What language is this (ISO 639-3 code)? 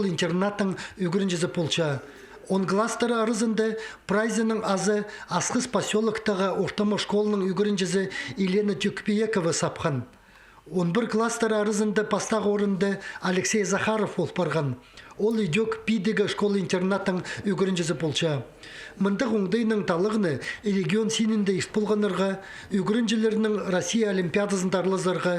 kjh